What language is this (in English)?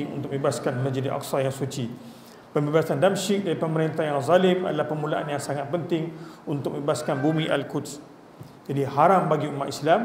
Malay